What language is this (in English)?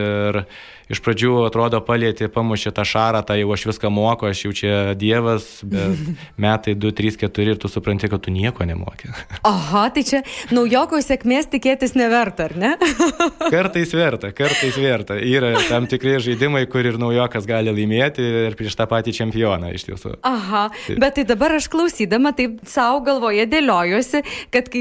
Lithuanian